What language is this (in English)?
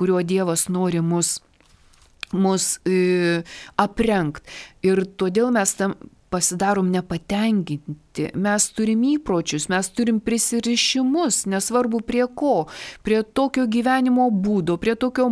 Lithuanian